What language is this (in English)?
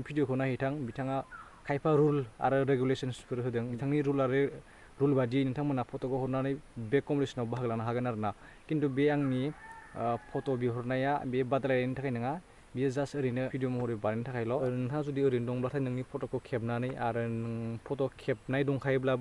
Bodo